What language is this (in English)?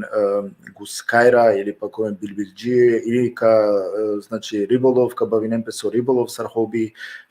Balkan Romani